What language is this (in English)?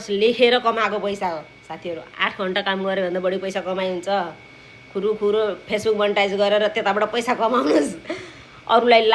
Nepali